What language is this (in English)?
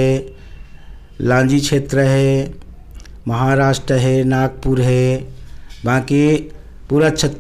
Chhattisgarhi